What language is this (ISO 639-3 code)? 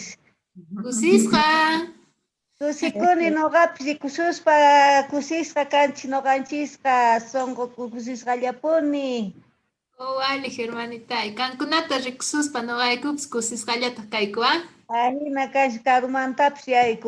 que